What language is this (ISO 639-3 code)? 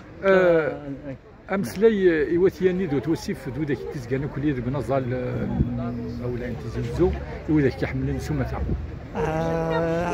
kab